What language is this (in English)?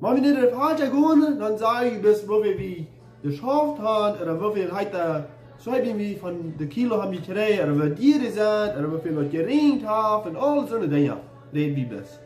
Plautdietsch